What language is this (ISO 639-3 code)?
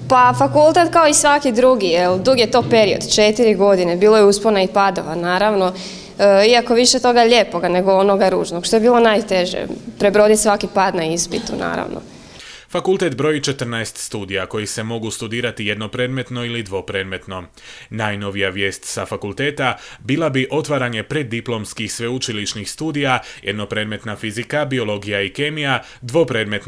hrv